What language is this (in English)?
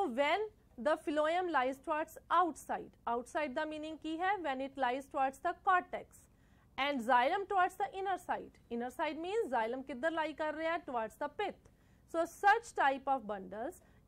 Punjabi